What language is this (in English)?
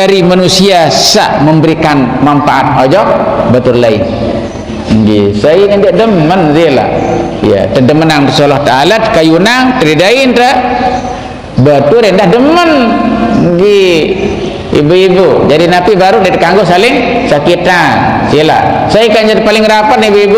Sasak